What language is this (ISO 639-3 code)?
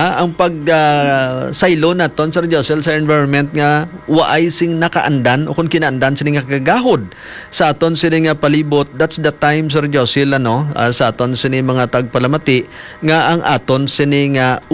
hil